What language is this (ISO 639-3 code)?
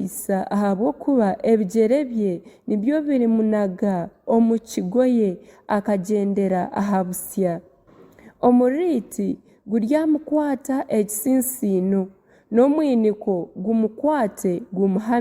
nyn